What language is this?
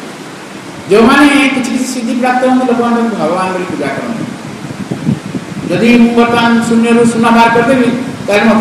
Odia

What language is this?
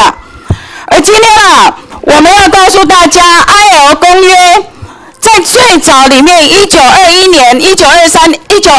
Chinese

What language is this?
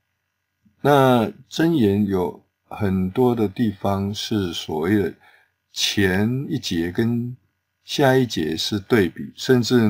Chinese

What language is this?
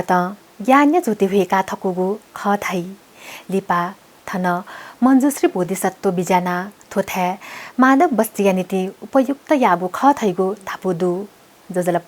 Newari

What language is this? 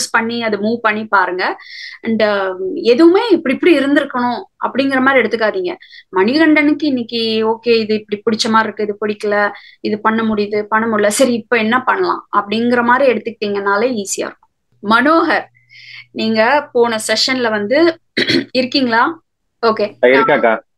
Tamil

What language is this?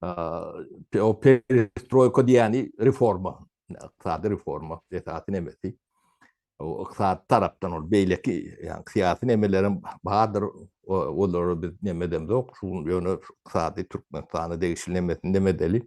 Turkmen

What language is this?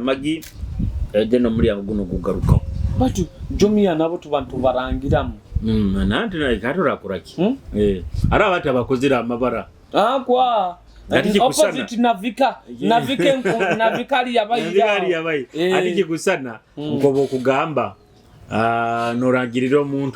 Nyoro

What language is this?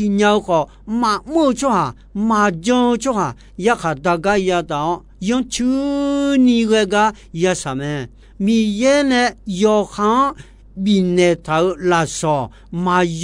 Akha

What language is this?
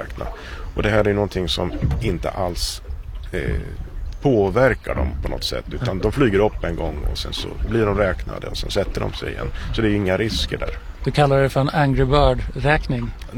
Swedish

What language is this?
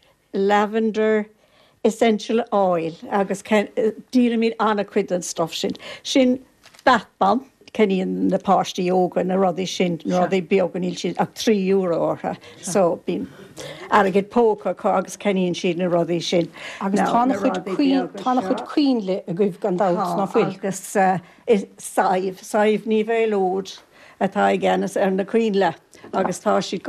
Irish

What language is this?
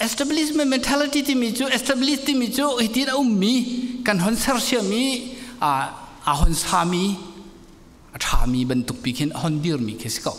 Hakha Chin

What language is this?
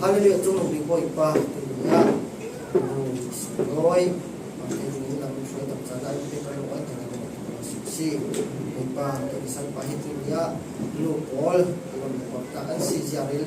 Falam Chin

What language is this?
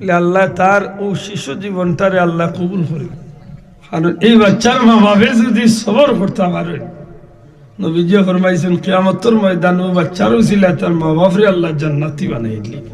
Sylheti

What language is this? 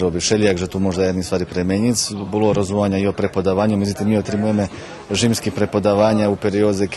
Rusyn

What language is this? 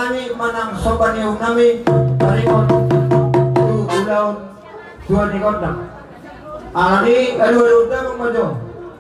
Batak Toba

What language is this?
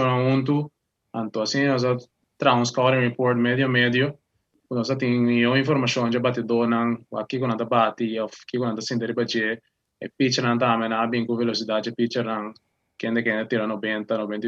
Papiamento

